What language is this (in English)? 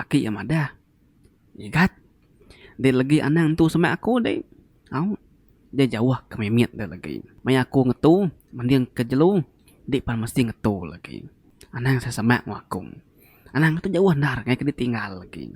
Iban